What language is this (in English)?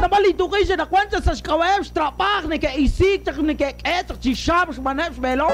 Kekchí